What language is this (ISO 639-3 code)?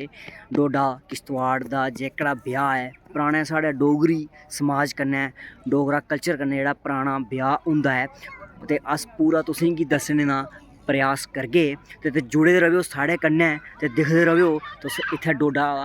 doi